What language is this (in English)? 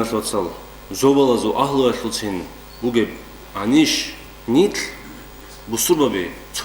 Avaric